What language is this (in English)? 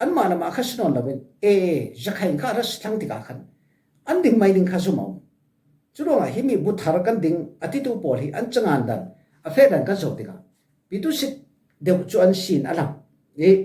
Falam Chin